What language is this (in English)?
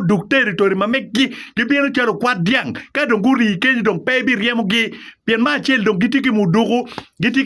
Acoli